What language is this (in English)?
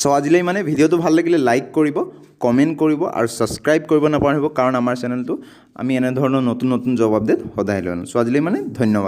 Assamese